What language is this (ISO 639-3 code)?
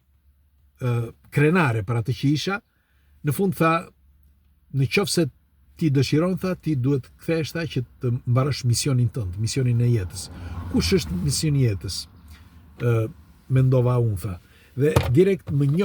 sqi